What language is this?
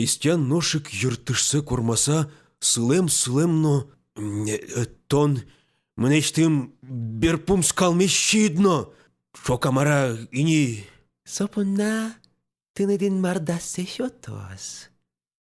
Udmurt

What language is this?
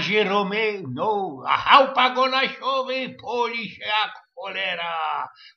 Silesian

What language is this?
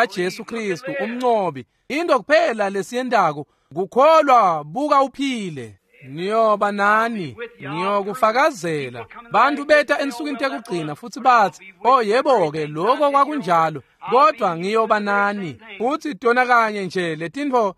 Swati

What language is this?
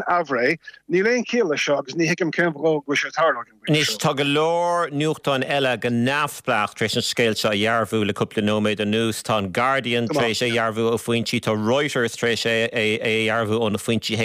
Irish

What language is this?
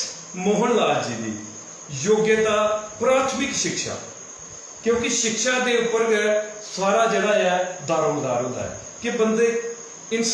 Dogri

